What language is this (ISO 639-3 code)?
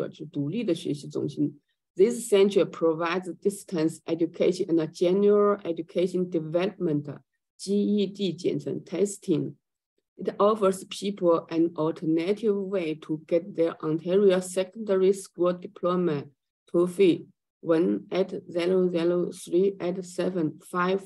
zho